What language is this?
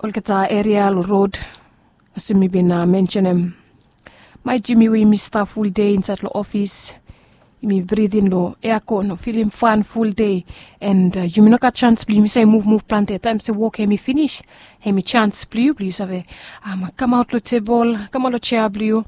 Bislama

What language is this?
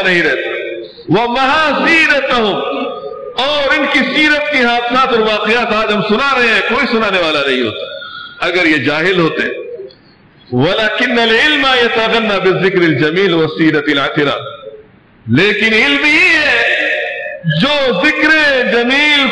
Urdu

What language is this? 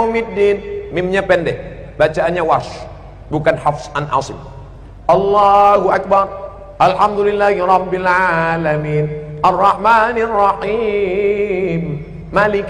Indonesian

